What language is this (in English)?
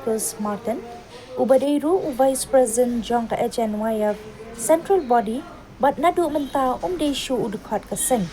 Khasi